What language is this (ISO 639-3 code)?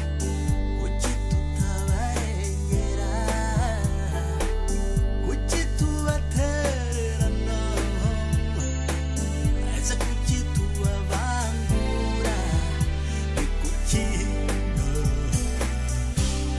kin